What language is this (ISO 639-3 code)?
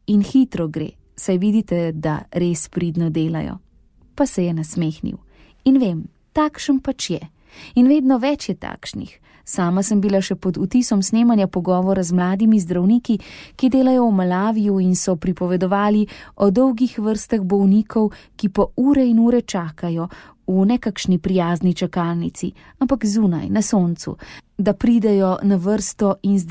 slv